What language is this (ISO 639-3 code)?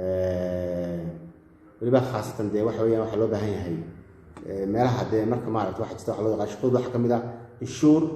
som